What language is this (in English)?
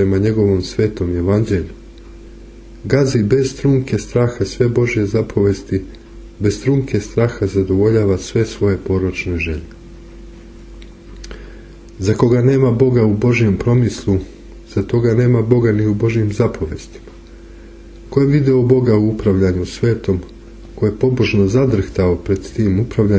Serbian